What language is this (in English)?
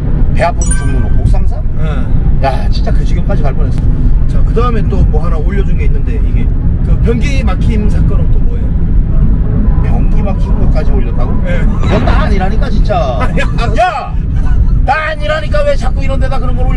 Korean